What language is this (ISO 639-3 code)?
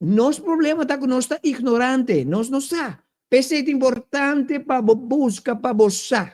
pap